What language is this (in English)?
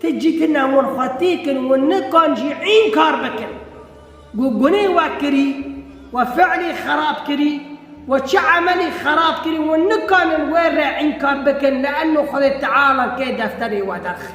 Kurdish